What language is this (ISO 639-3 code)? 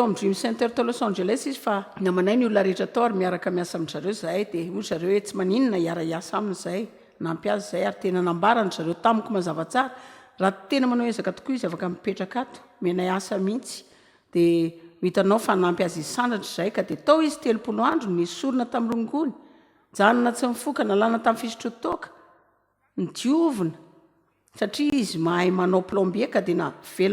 mlg